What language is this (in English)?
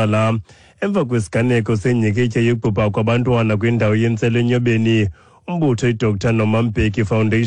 Xhosa